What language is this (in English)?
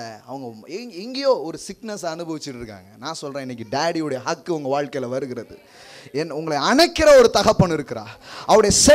Tamil